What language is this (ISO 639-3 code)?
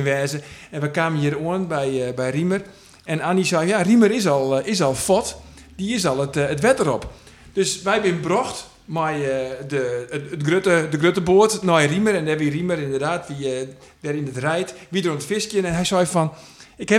fry